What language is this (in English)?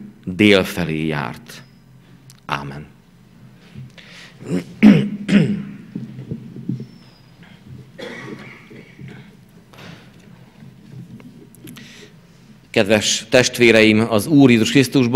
Hungarian